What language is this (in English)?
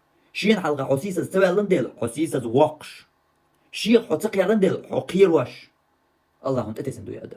Chechen